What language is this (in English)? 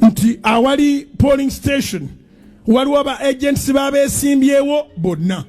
Ganda